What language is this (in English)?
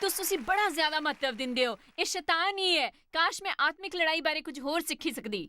Dogri